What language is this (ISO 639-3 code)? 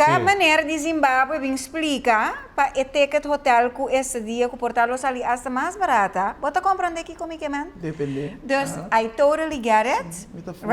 pap